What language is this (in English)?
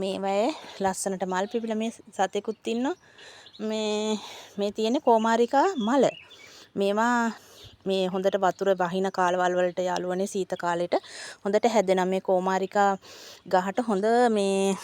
Sinhala